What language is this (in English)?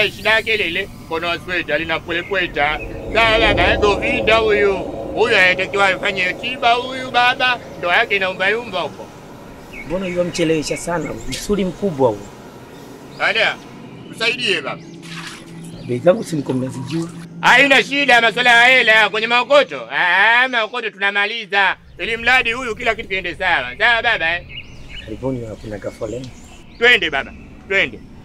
Swahili